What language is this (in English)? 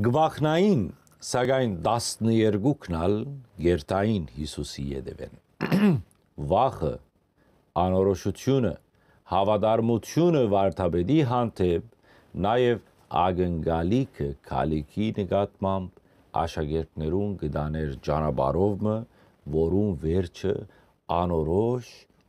Western Armenian